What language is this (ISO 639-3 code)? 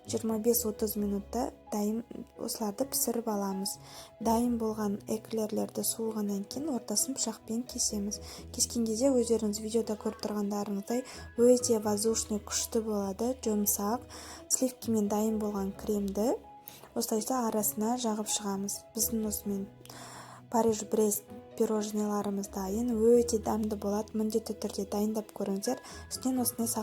kaz